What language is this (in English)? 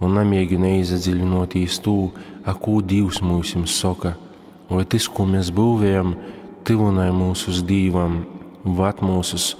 Latgalian